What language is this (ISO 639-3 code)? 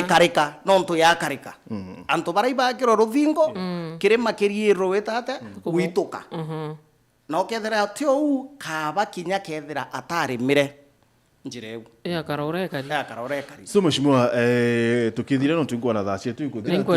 mer